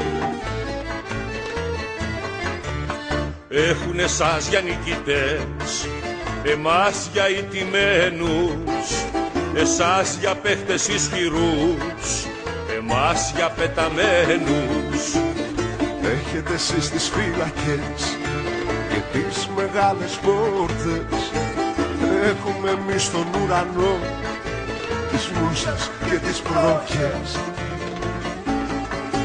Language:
Greek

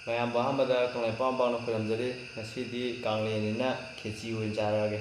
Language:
Manipuri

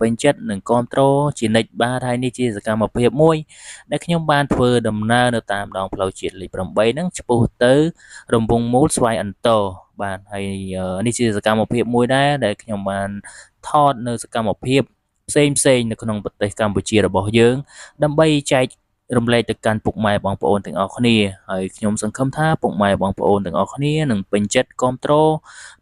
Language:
Khmer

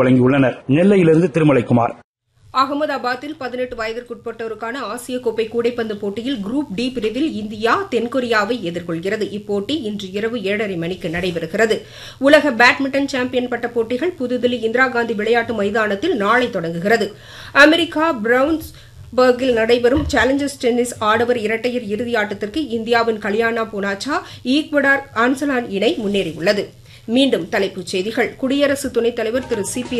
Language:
Tamil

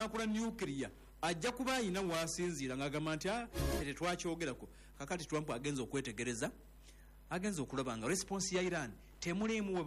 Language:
Ganda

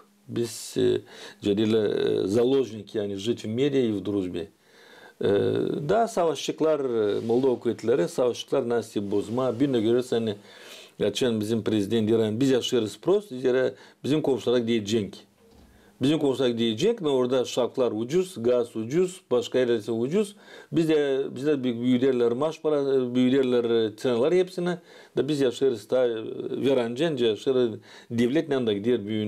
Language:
Gagauz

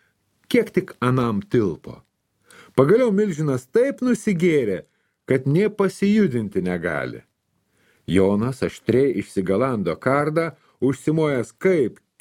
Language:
Lithuanian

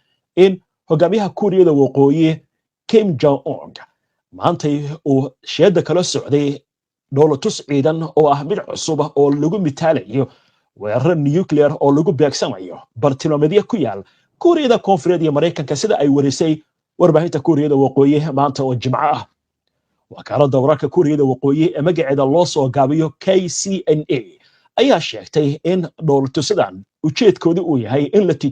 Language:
Somali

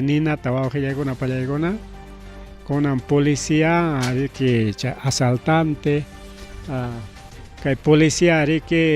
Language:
Ayacucho Quechua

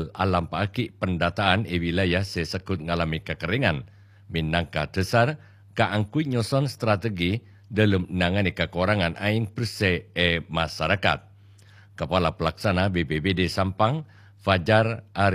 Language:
Madurese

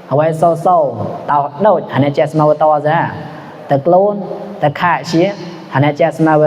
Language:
Mon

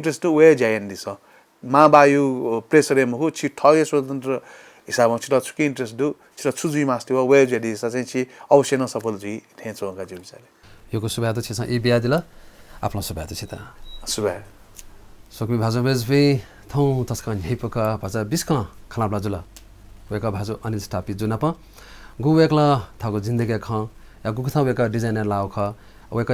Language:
Newari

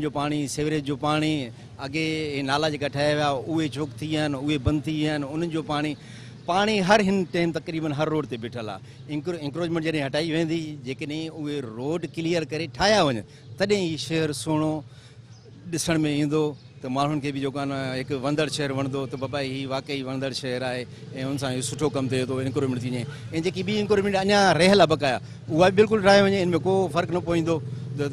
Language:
Sindhi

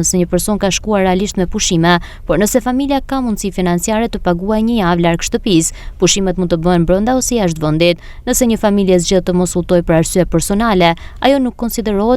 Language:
Albanian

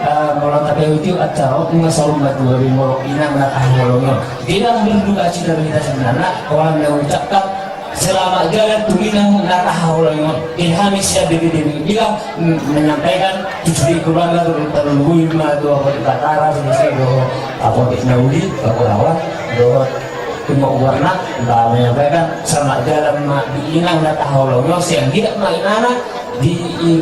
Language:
Batak Toba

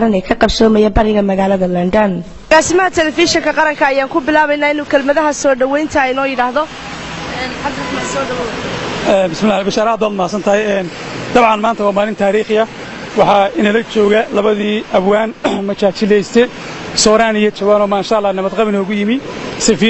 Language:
Somali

